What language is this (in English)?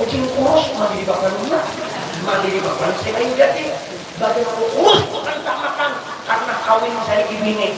Banjar